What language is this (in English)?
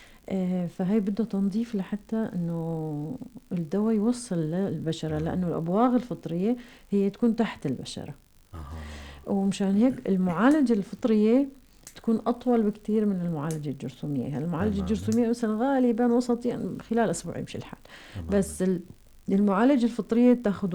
North Levantine Arabic